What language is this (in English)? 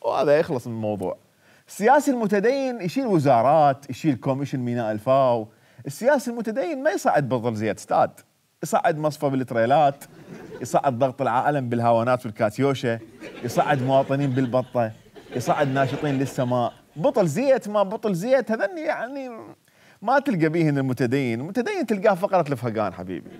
Mesopotamian Arabic